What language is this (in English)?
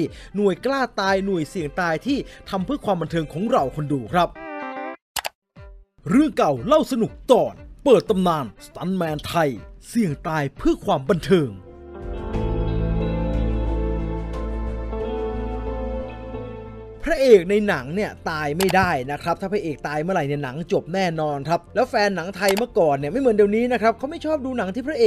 Thai